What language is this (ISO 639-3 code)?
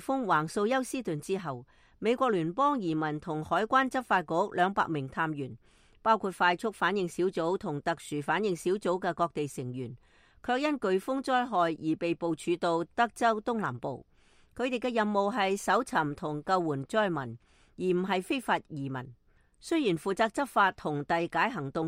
yue